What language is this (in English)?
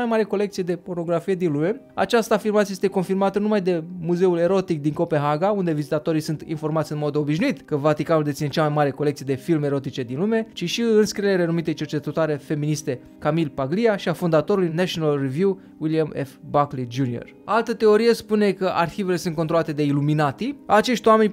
Romanian